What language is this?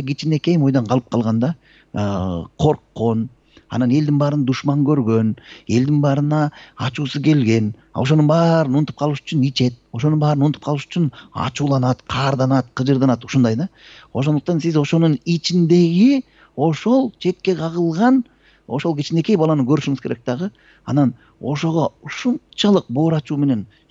Kyrgyz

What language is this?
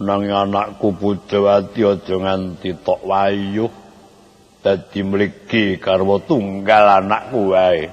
Javanese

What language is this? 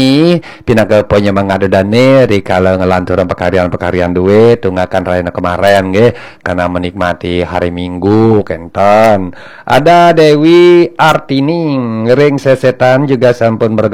Balinese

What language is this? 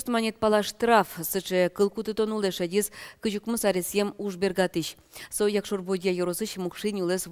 Udmurt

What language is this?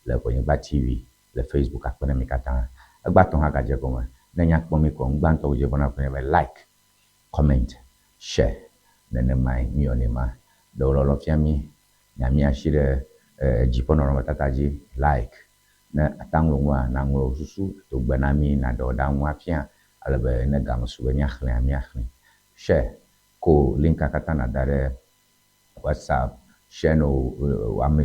Ewe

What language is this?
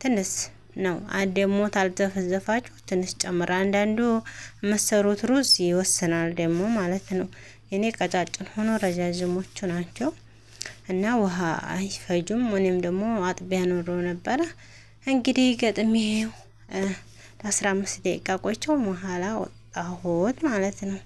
Amharic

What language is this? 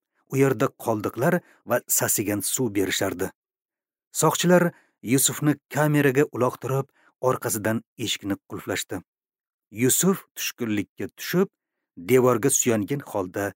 Uzbek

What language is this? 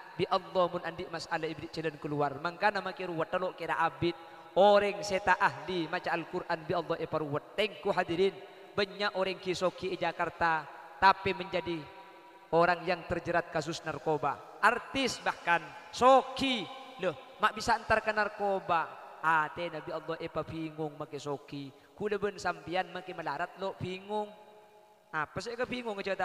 Madurese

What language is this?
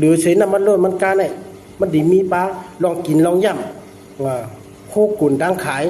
Shan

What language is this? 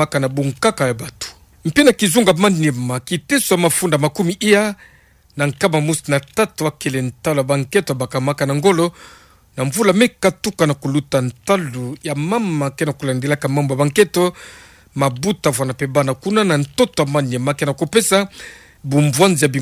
Kituba (Democratic Republic of Congo)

